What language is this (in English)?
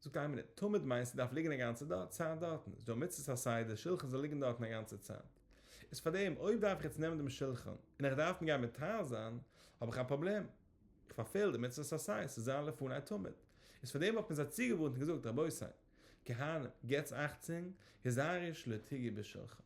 Yiddish